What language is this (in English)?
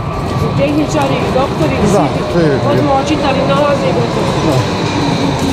Croatian